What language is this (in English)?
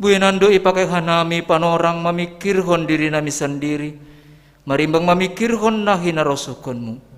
Batak Simalungun